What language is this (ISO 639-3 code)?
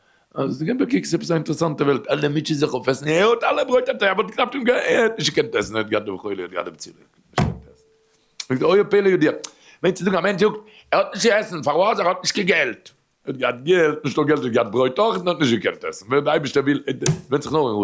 yid